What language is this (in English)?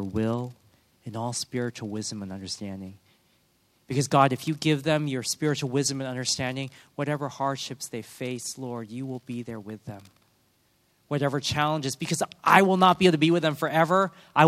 English